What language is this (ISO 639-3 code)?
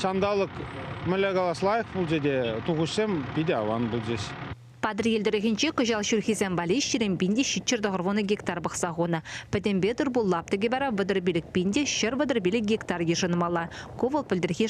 chv